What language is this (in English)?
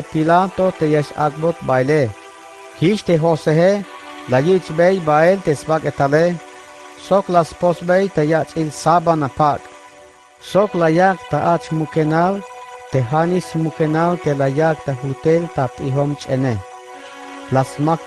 Tzeltal